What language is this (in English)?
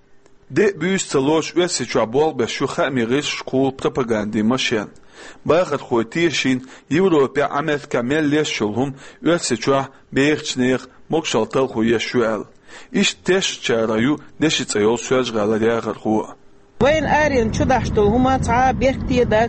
Chechen